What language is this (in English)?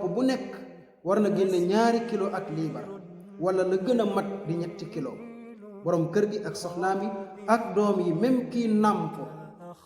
Wolof